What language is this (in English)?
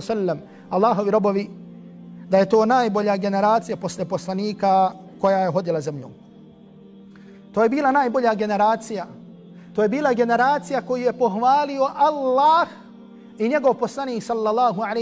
Bosnian